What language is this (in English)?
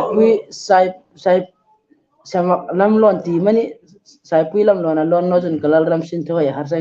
Hmar